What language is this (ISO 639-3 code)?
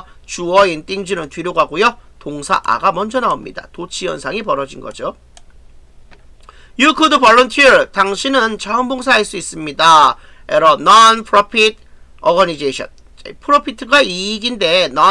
kor